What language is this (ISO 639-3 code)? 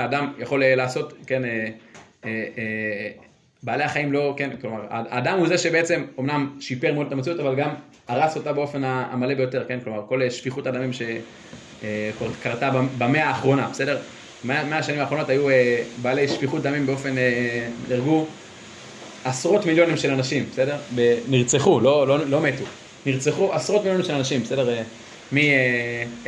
heb